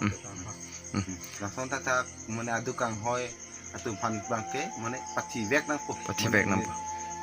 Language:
Karbi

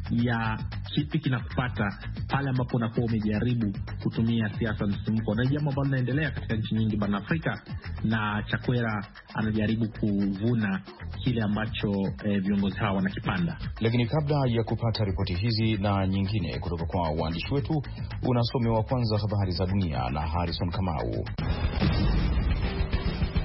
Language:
Swahili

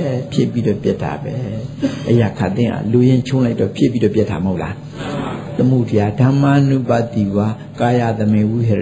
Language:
Burmese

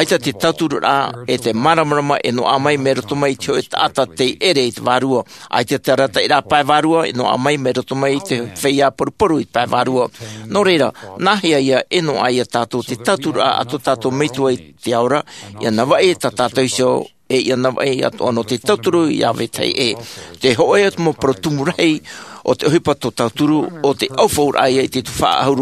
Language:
Tahitian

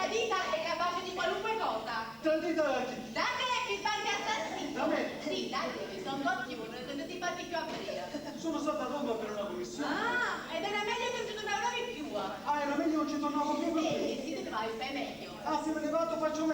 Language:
Neapolitan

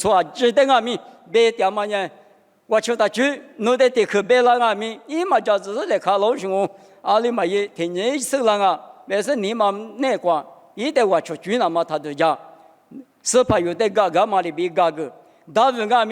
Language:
Lisu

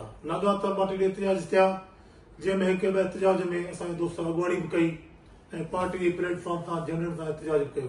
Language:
Sindhi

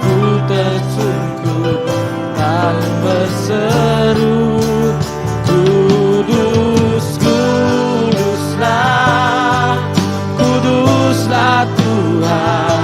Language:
Iban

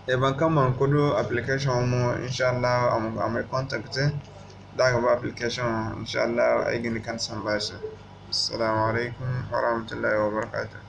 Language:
Zarma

